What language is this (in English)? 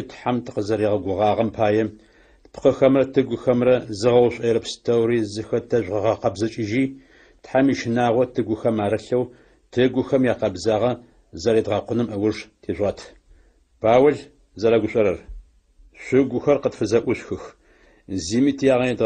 Adyghe